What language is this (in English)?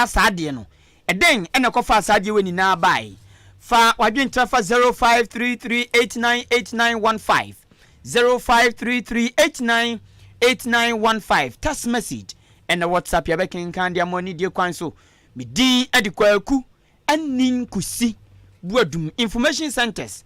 Akan